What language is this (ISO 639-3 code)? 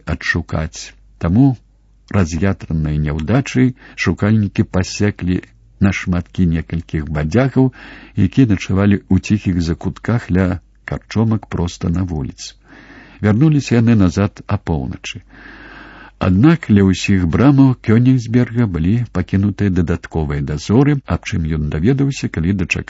bel